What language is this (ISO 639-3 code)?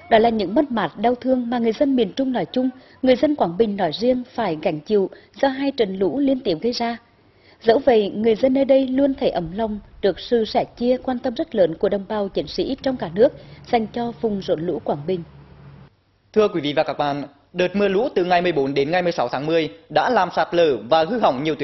vie